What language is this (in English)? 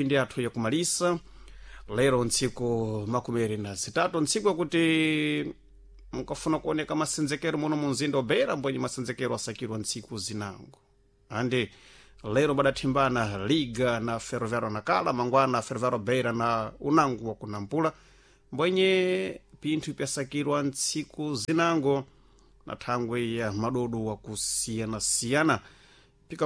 Sena